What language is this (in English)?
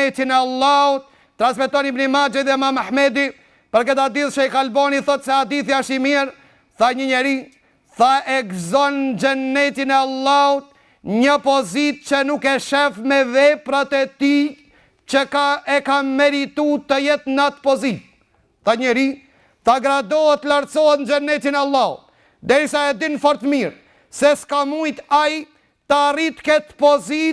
Albanian